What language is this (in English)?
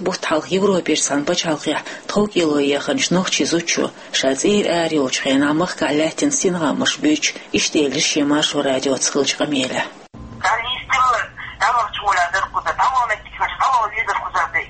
Chechen